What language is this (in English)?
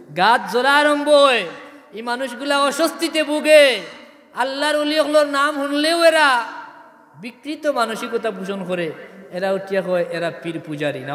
Sylheti